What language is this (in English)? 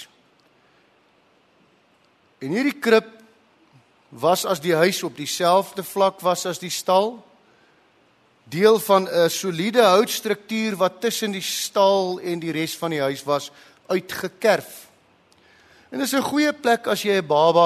Afrikaans